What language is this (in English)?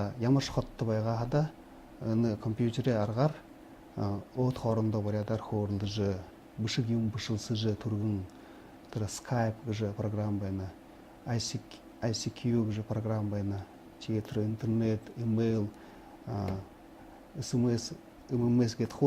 Buriat